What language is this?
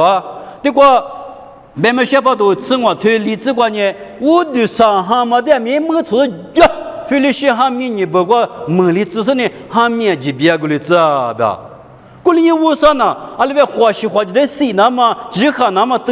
Lisu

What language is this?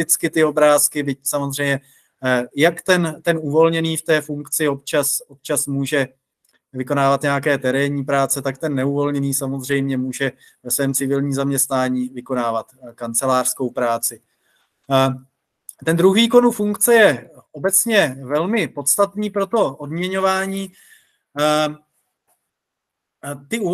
Czech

